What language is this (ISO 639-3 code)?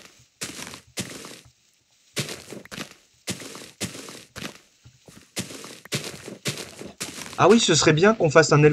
fra